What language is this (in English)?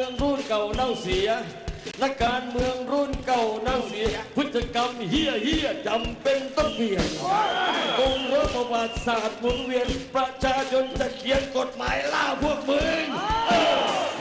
Thai